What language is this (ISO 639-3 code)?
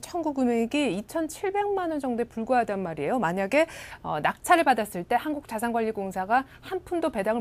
kor